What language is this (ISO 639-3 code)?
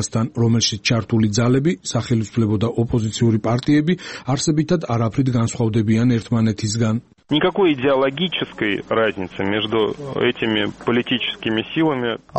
kat